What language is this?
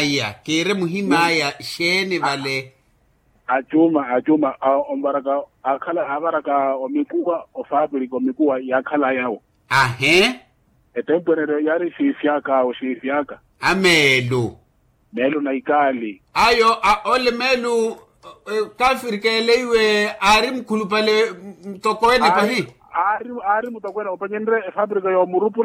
Makhuwa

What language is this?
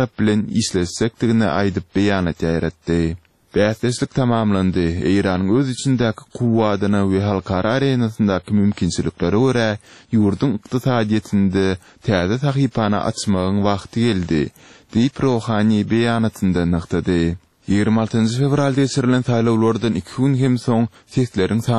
Turkmen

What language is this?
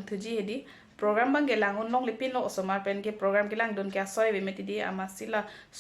Karbi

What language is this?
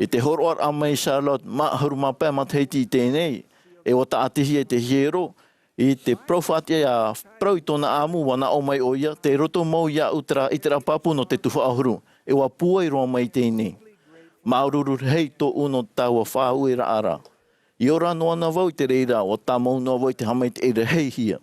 Tahitian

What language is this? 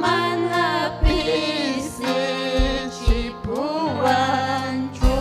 Ayacucho Quechua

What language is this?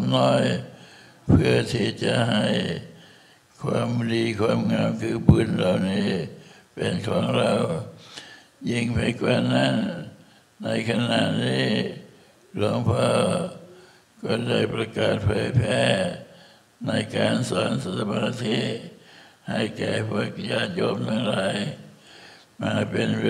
Thai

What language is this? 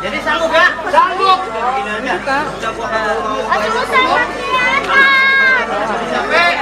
Betawi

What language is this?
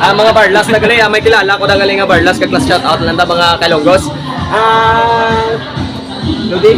Hiligaynon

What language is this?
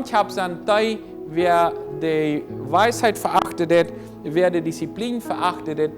Plautdietsch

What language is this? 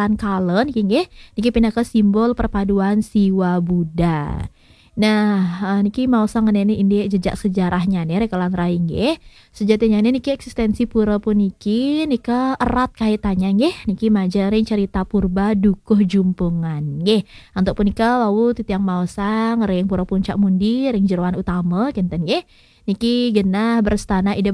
Balinese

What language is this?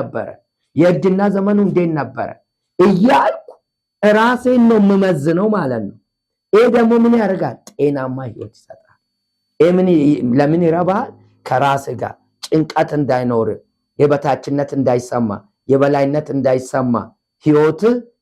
Amharic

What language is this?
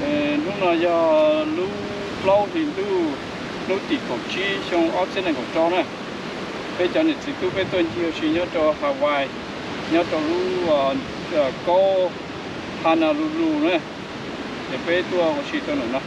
Hmong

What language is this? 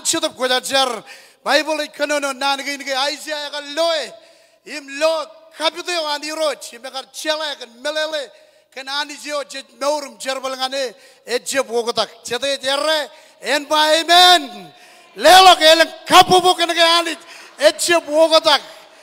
Marshallese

